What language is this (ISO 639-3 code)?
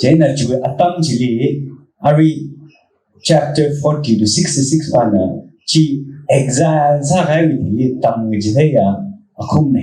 nmf